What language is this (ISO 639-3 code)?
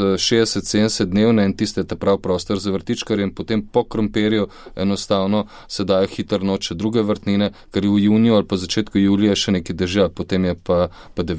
slv